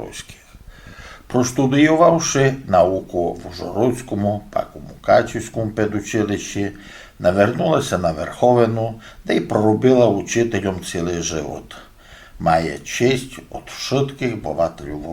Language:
Rusyn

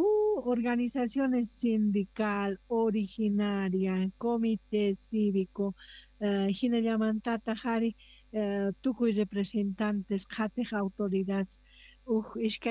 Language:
South Bolivian Quechua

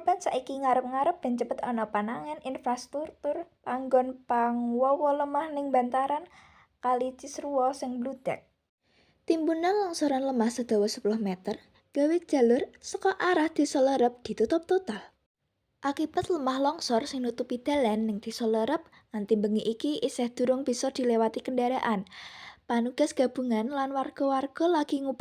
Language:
Javanese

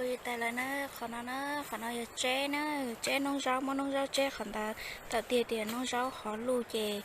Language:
Hmong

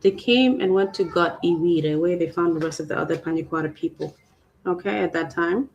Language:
Acoli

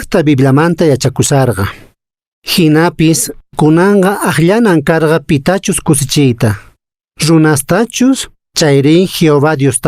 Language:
Quechua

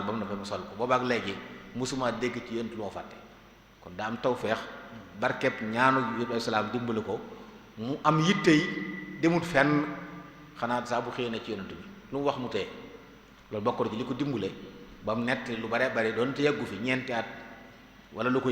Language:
Wolof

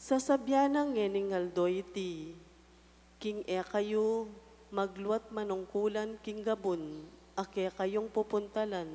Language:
Pampanga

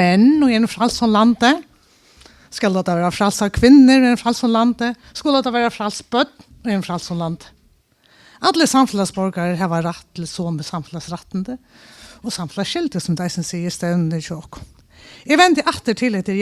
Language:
Faroese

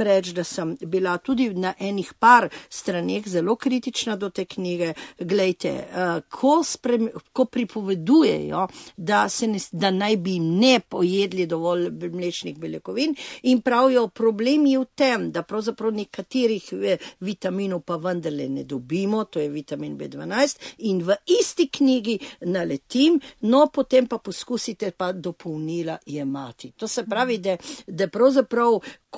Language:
Slovenian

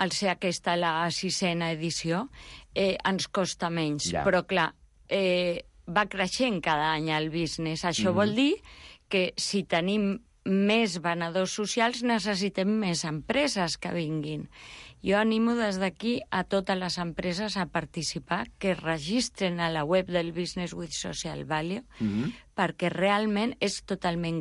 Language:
Catalan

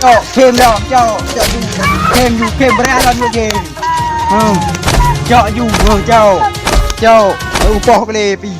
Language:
Achinese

